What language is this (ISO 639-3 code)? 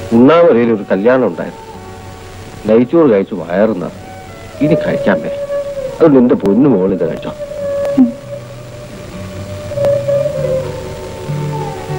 mal